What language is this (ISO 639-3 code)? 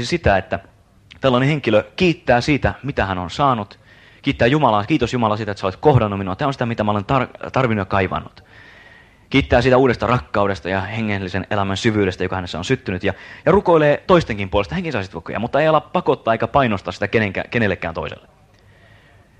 fin